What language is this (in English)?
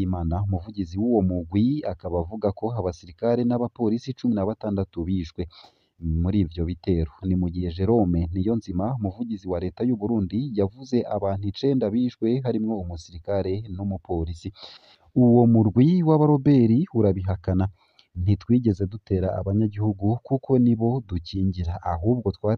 Rundi